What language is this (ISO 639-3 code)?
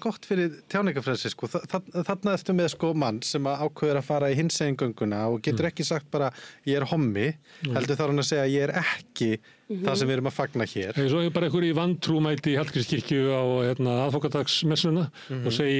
isl